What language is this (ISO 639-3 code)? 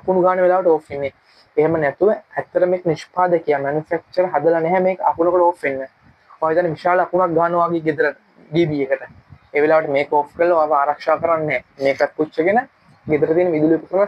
sin